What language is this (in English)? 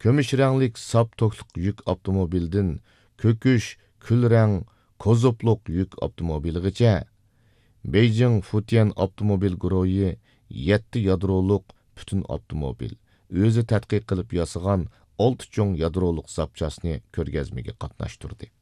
Uyghur